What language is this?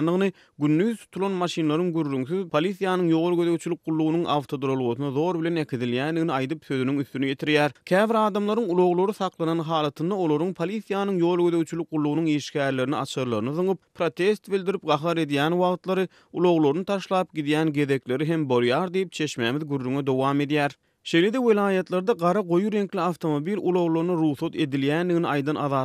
Turkmen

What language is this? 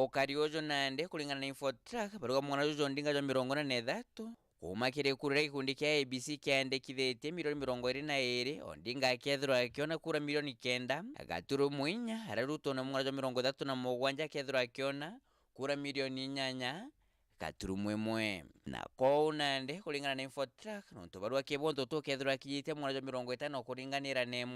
Meru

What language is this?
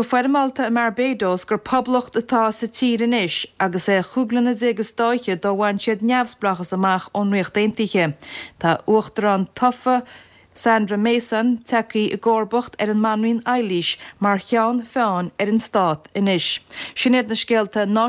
Irish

